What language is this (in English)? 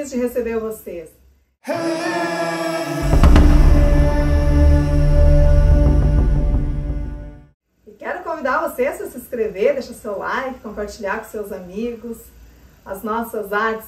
Portuguese